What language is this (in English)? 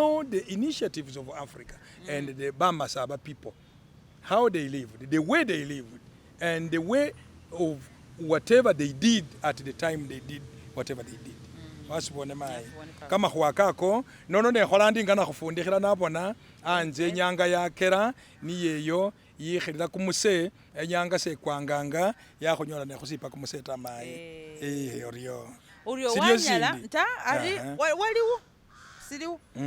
Masaaba